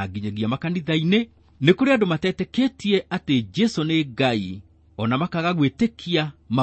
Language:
Kikuyu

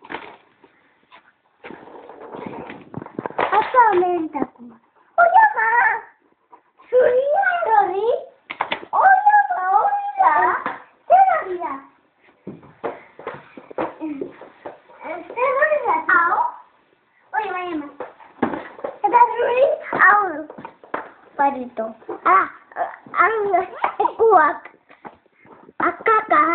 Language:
Basque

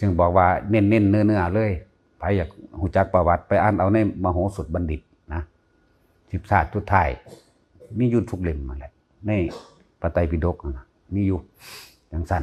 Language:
Northeastern Thai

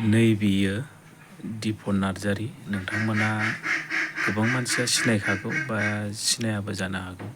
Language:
Bodo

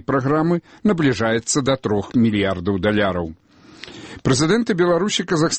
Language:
Belarusian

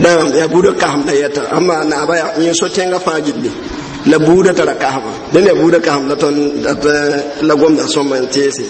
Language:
Mossi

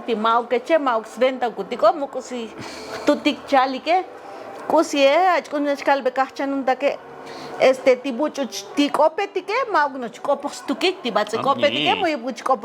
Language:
Tzotzil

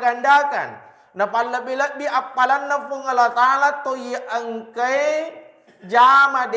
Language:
Buginese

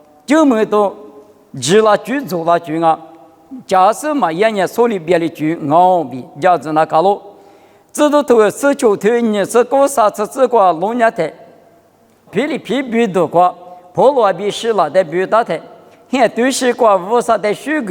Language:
Lisu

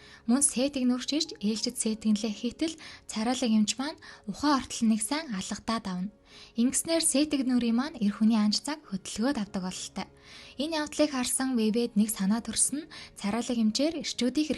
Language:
Mongolian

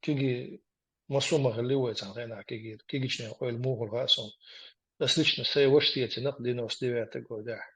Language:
Chechen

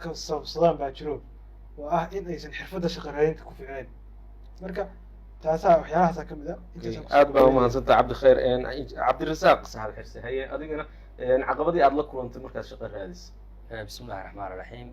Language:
Somali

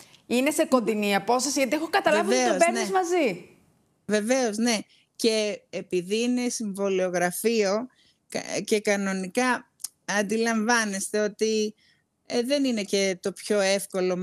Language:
Greek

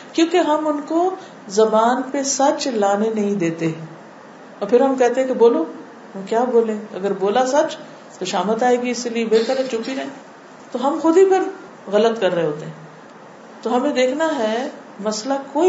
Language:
Urdu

